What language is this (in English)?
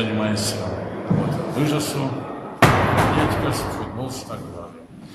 Erzya